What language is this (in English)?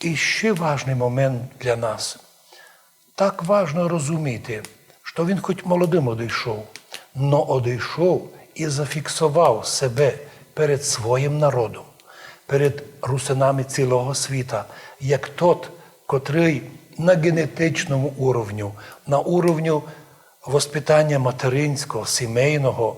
Rusyn